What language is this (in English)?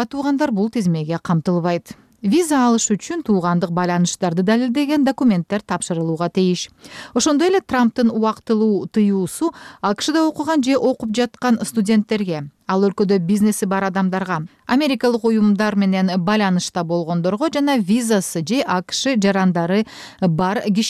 Kyrgyz